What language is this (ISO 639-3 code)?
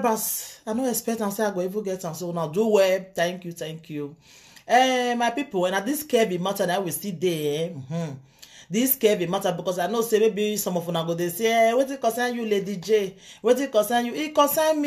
pcm